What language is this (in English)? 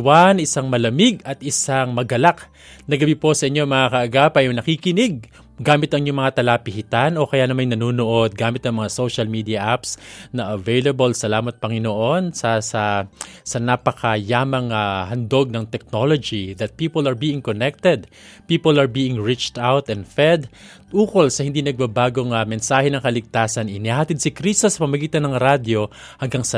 Filipino